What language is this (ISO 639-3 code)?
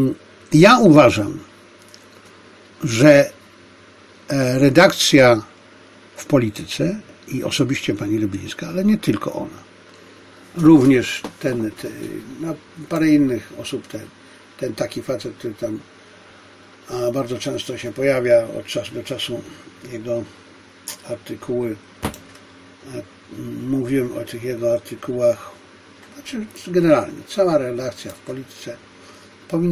pol